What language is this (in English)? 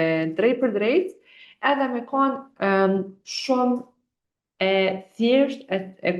Albanian